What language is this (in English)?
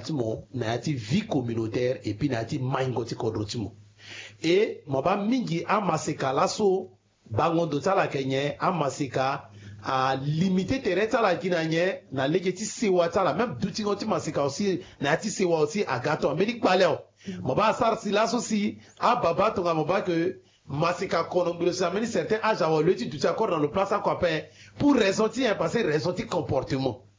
Sango